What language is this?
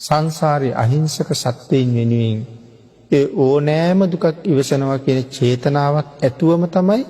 Sinhala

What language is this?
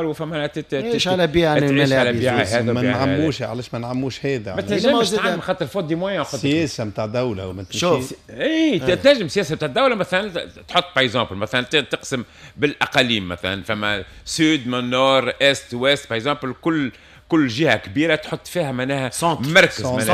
Tunisian Arabic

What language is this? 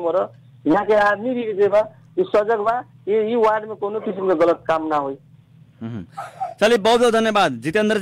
Bhojpuri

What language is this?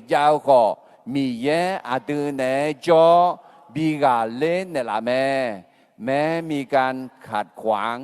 Akha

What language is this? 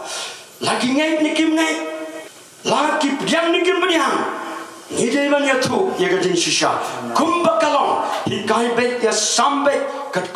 Khasi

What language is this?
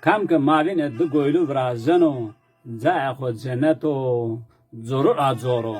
Zaza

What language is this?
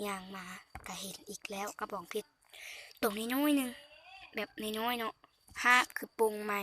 Lao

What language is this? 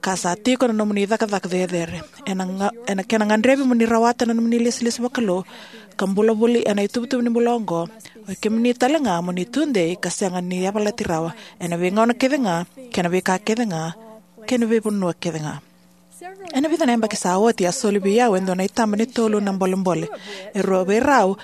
Fijian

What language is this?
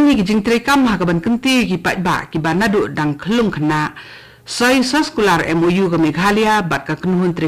Khasi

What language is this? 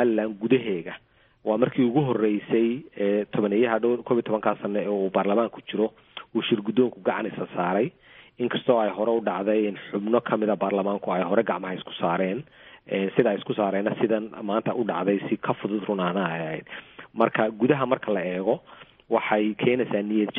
Somali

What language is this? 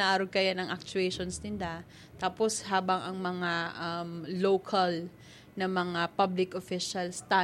Bikol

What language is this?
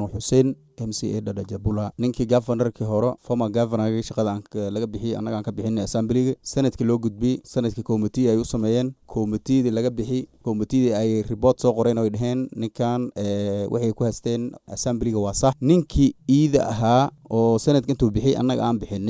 Somali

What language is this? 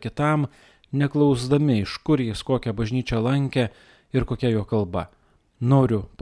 Lithuanian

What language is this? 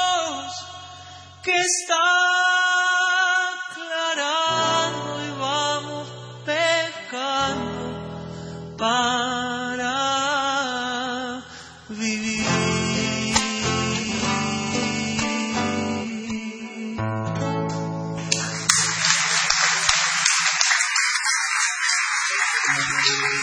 Spanish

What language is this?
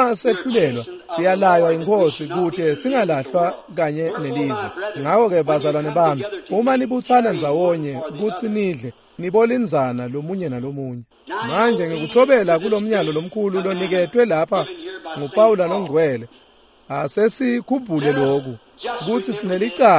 Swati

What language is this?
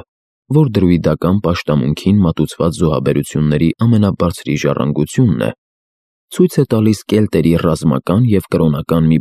Armenian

